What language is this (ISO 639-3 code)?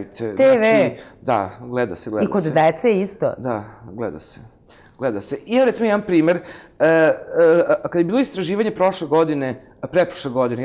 srp